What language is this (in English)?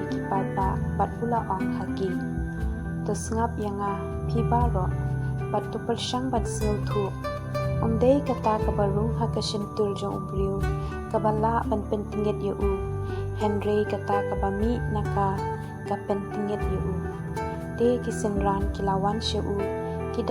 Khasi